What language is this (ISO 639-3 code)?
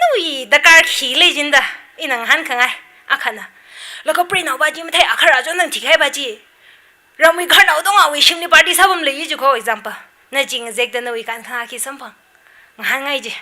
nmf